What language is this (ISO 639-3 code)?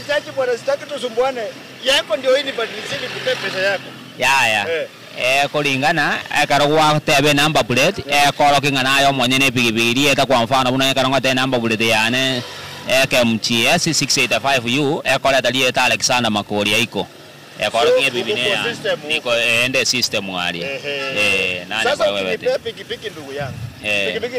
guz